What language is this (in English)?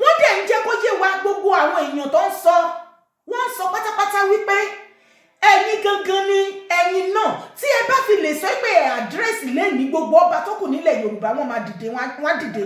Yoruba